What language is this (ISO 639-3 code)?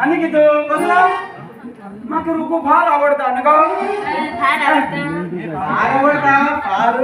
kok